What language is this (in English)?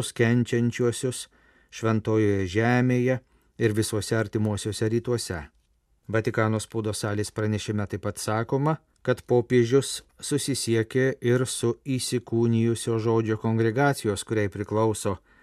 Lithuanian